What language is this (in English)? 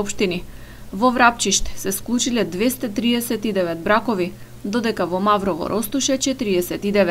Macedonian